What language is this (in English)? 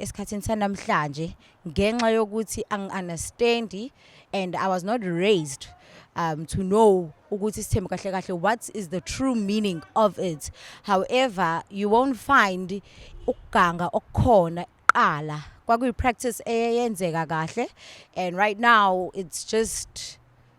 Zulu